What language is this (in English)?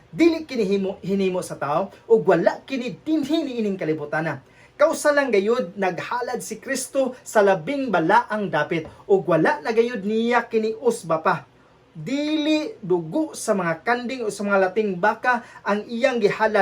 Cebuano